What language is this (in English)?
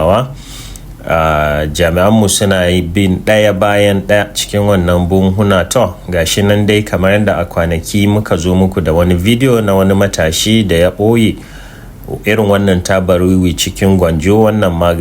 Hausa